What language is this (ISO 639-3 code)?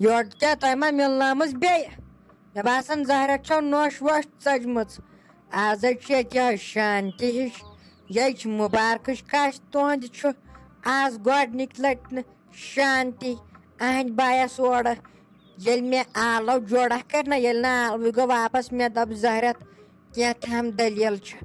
kas